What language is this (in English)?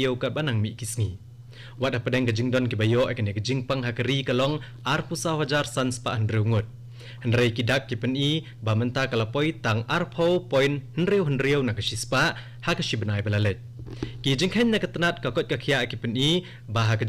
Khasi